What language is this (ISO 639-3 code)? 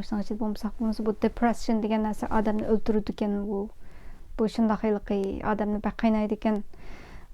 uig